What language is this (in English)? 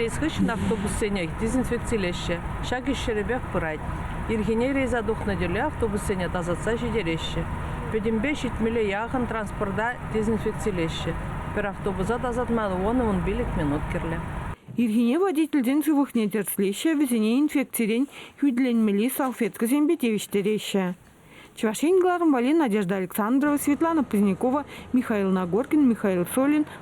Chuvash